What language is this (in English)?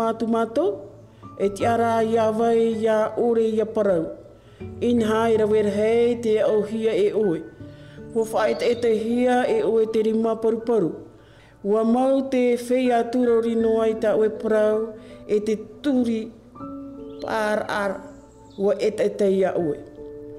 Tahitian